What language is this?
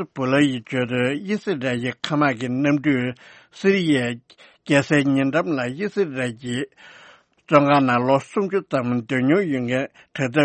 Tibetan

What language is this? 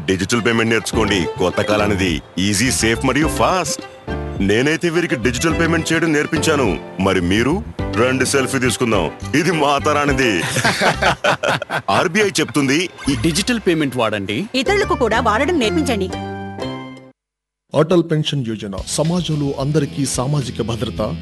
Telugu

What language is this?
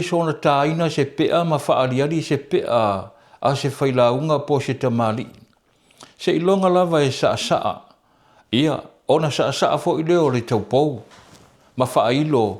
Samoan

